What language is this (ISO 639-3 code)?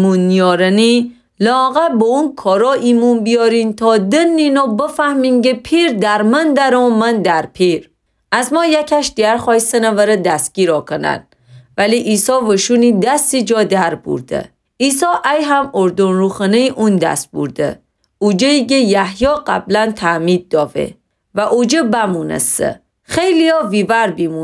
glk